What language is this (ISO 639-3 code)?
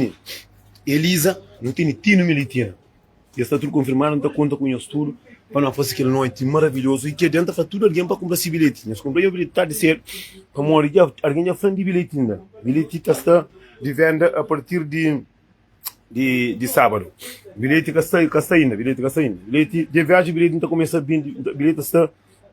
kea